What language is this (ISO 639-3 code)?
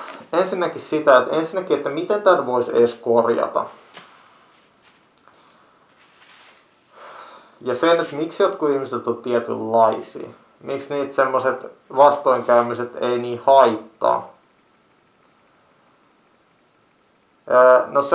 fin